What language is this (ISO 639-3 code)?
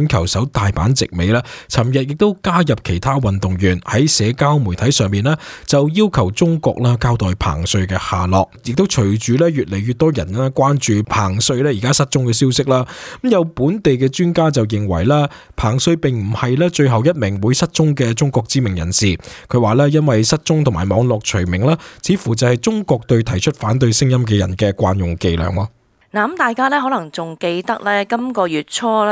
yue